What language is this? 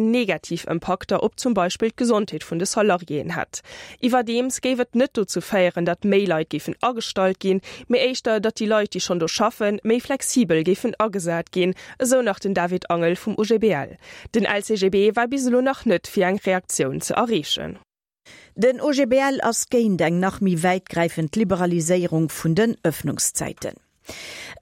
Luxembourgish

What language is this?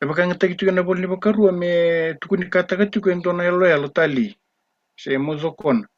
Fijian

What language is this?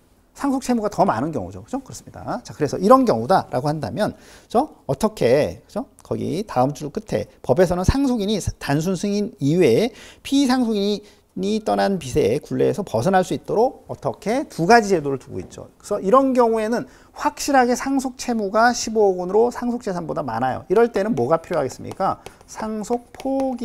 Korean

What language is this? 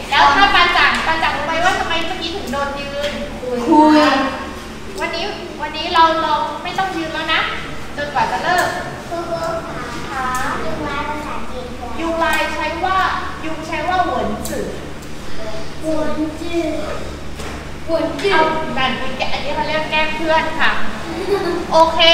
Thai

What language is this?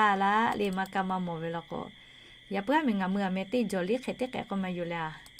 Lahu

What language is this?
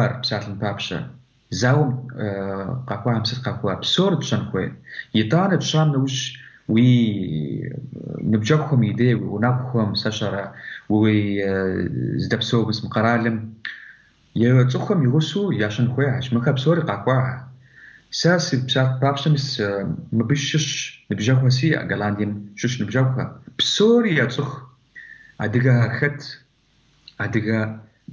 Kabardian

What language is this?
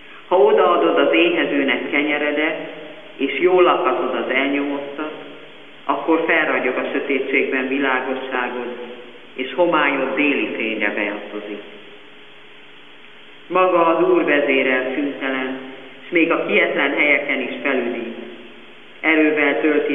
Hungarian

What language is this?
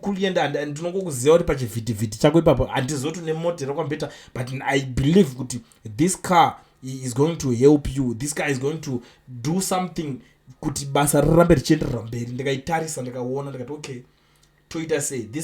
Shona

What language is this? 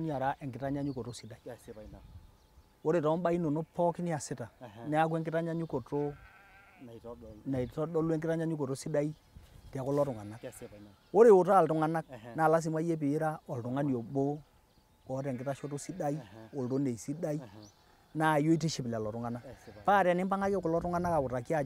Masai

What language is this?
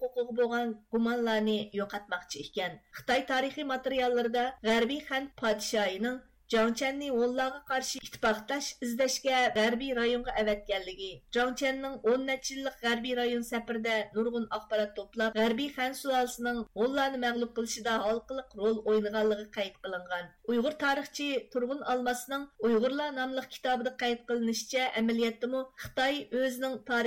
Uyghur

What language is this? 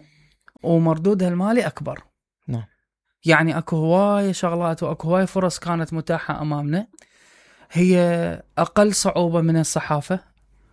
Mesopotamian Arabic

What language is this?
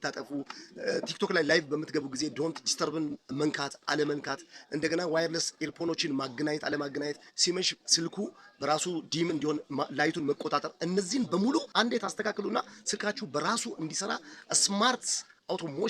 Amharic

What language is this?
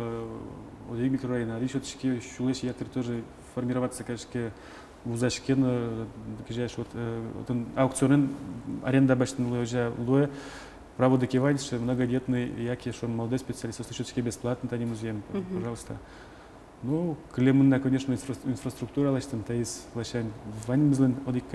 Udmurt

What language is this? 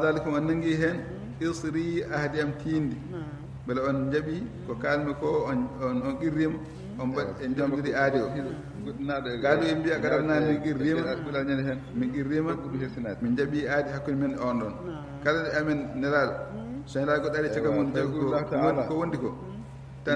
Fula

